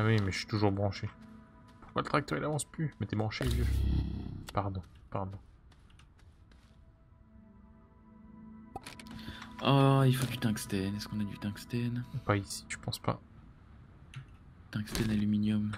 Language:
French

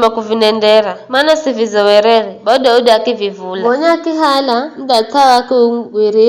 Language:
Giryama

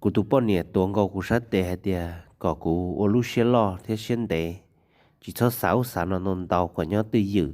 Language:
Hmong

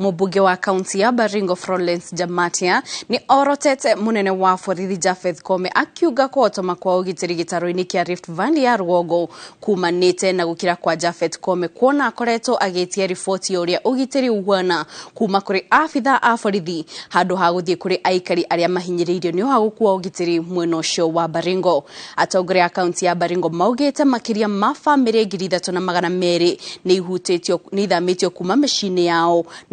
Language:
Kikuyu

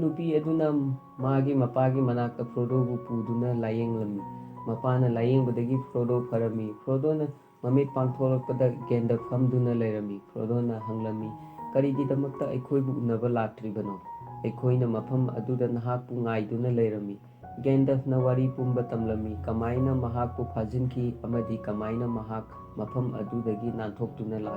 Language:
Manipuri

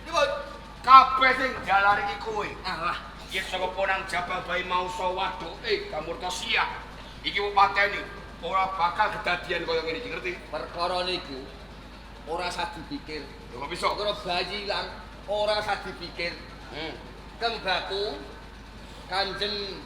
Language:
Javanese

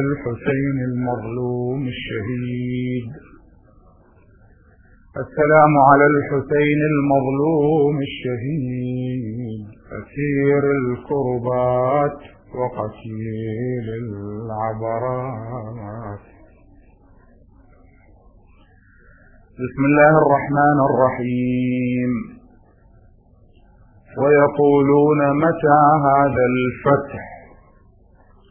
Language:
Arabic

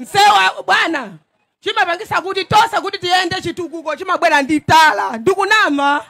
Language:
Nyanja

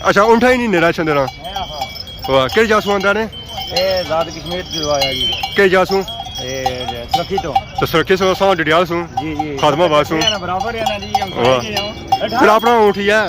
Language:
Pahari-Potwari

